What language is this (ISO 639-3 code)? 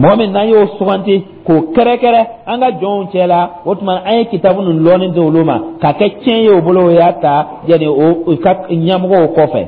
dyu